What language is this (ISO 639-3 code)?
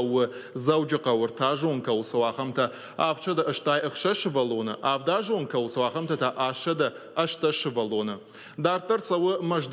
oss